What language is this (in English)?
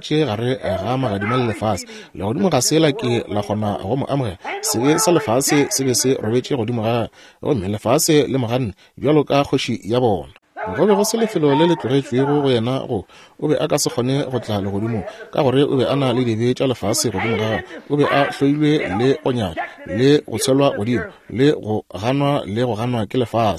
Northern Sotho